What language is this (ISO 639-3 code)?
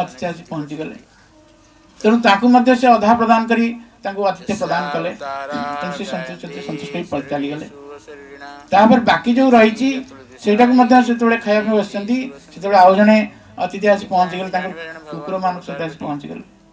ori